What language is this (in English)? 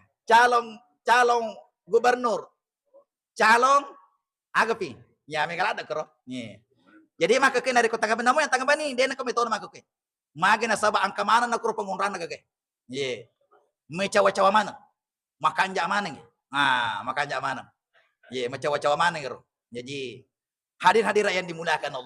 Buginese